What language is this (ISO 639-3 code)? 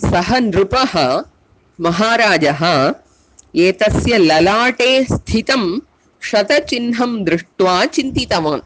san